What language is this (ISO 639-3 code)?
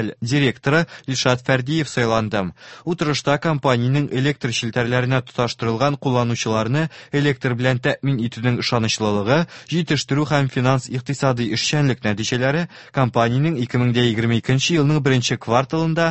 tat